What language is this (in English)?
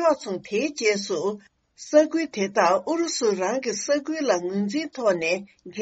Tibetan